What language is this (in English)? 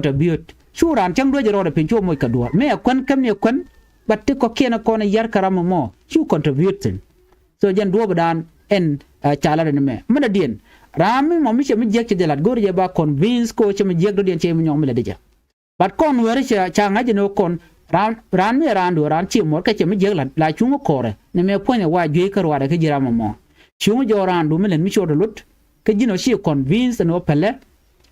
Nuer